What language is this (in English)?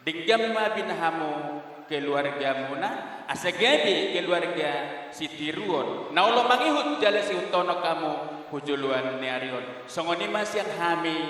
Batak Toba